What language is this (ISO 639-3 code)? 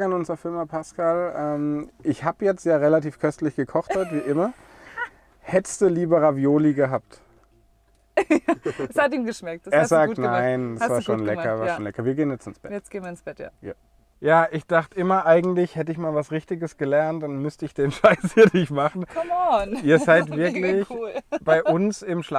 deu